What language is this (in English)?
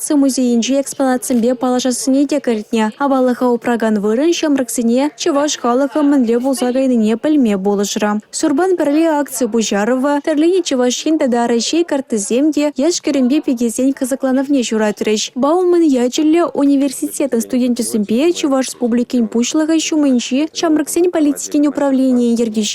Chuvash